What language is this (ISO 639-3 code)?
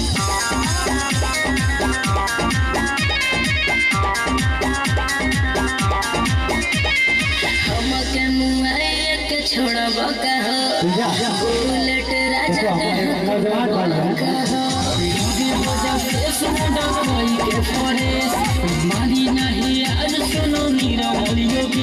bho